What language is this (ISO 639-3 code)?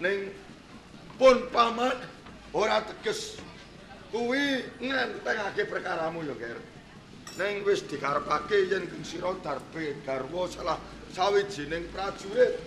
jav